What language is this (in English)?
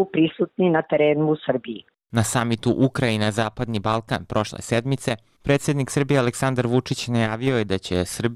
Bosnian